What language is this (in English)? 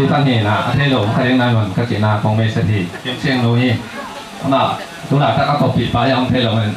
Tedim Chin